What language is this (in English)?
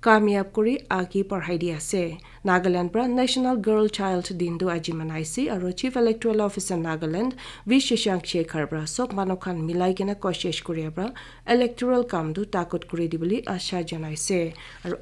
Naga Pidgin